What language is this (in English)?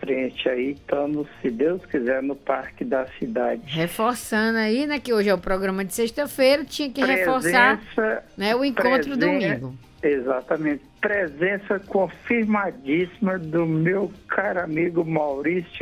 Portuguese